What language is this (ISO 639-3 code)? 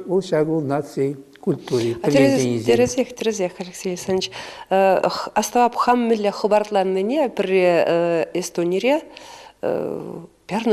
chv